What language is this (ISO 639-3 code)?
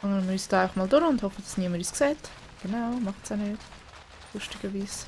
gsw